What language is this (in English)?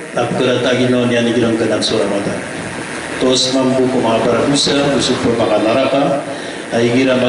Maranao